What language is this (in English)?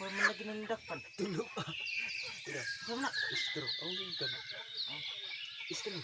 Cebuano